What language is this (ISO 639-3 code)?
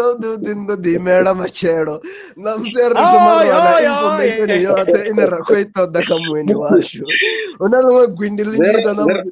ven